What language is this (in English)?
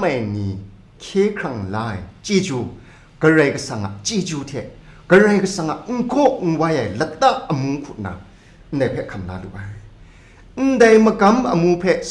Kachin